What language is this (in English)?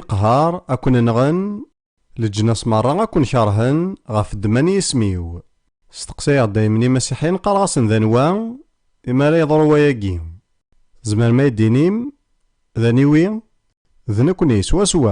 Kabyle